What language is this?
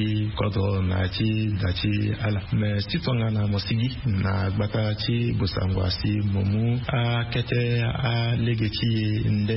Sango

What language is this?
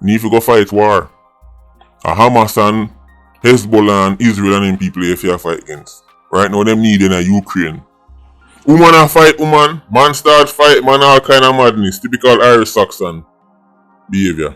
Jamaican Creole English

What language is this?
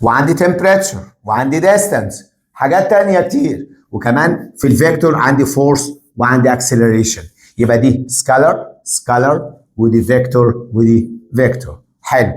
Egyptian Arabic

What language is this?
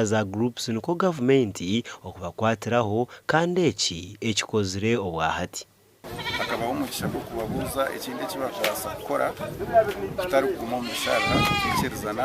Nyankole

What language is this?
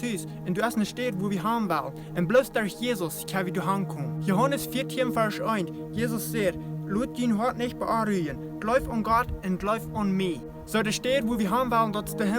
Plautdietsch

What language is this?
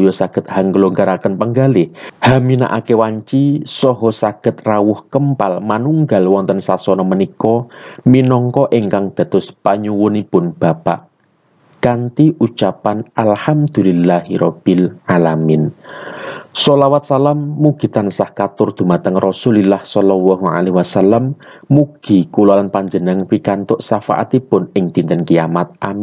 Javanese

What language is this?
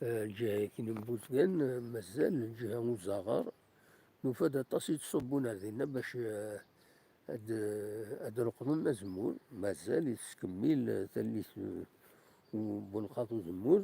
Kabyle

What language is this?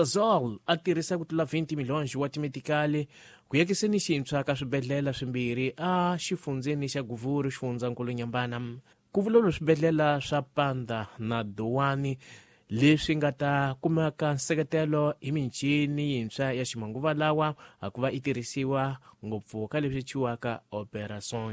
Tsonga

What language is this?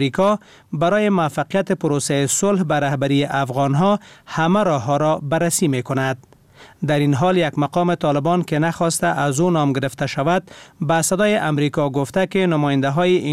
Persian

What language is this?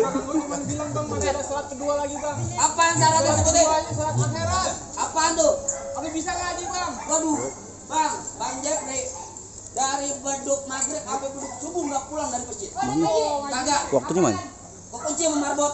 Betawi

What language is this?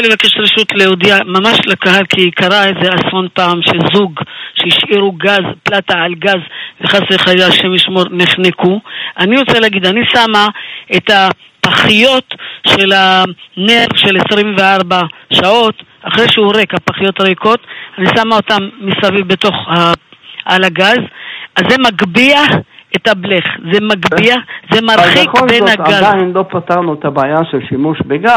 Hebrew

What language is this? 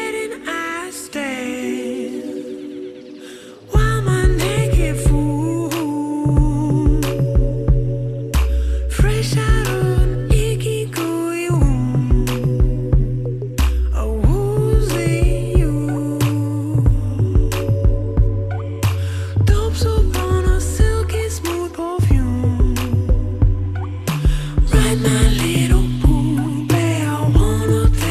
English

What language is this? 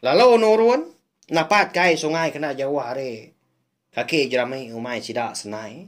Iban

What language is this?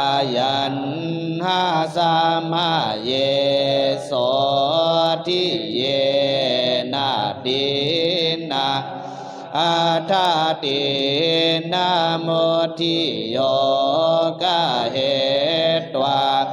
Pali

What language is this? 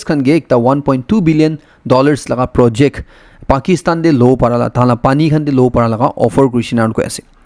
Naga Pidgin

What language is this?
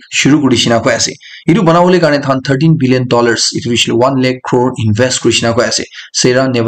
Naga Pidgin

